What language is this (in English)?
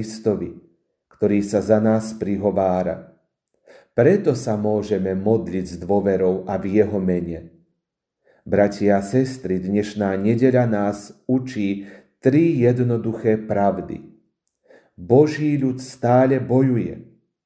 Slovak